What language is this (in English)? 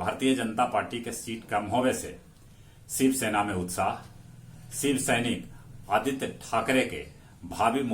Magahi